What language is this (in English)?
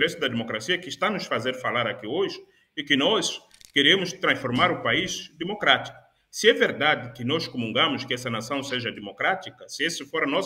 Portuguese